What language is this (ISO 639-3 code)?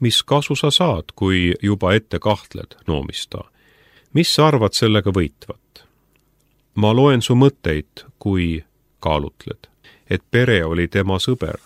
est